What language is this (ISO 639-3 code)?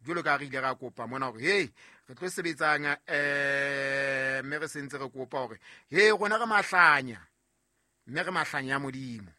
sot